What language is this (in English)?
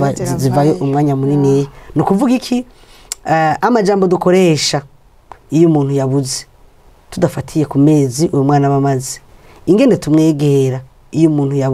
Rundi